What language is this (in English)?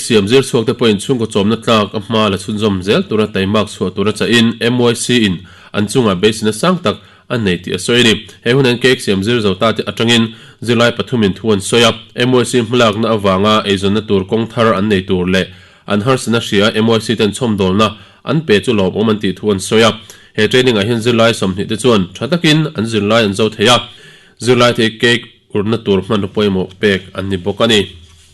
Mizo